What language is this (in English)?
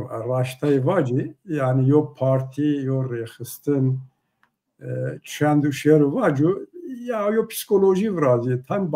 Zaza